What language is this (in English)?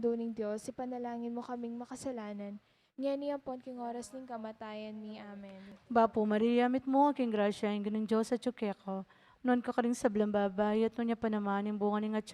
Pampanga